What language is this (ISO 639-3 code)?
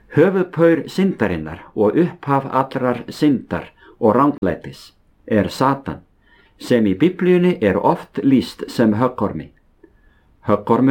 isl